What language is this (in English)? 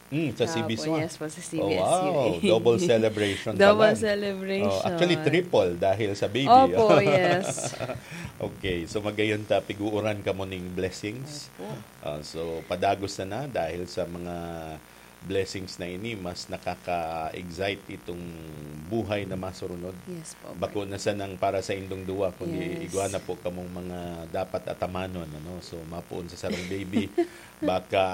Bikol